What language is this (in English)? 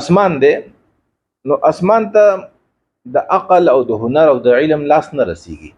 Pashto